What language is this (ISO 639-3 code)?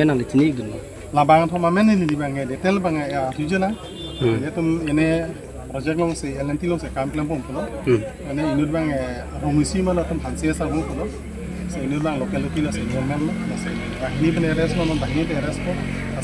mjw